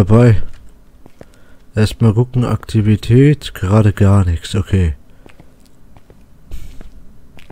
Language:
German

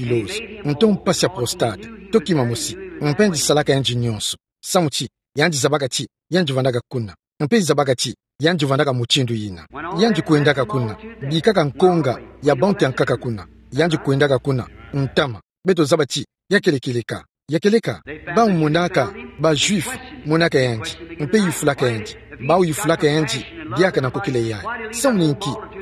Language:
Kituba (Democratic Republic of Congo)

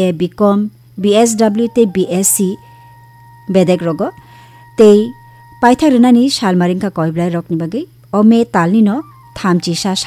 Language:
Kok Borok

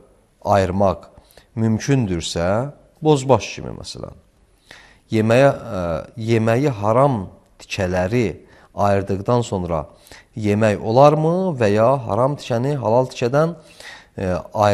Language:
Azerbaijani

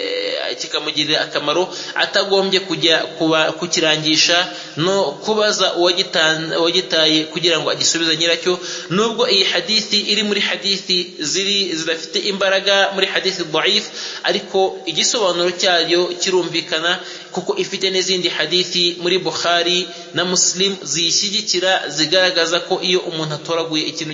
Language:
Kinyarwanda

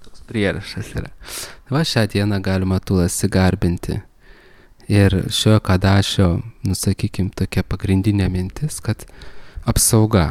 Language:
Lithuanian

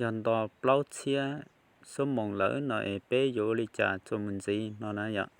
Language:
Hmong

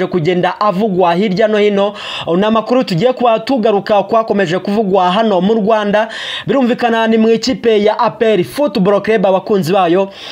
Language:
Kinyarwanda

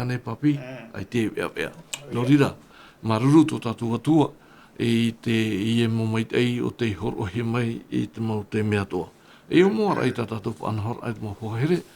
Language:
Tahitian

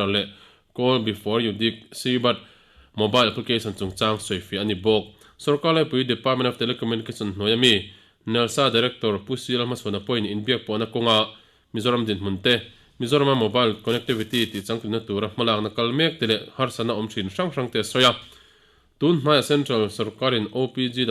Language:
Mizo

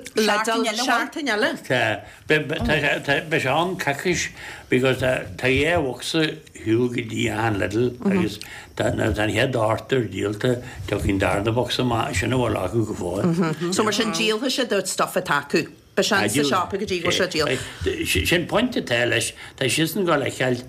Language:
Irish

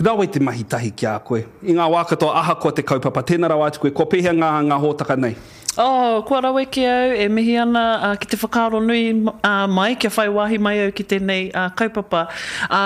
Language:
Māori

